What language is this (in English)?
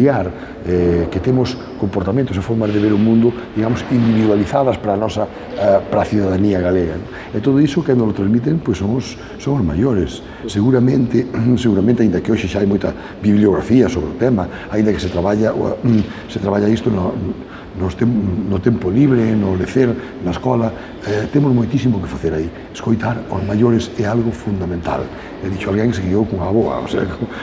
Galician